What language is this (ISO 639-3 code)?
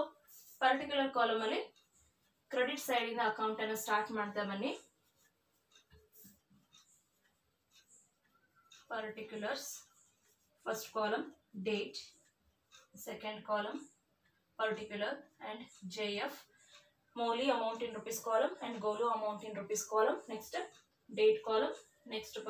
kan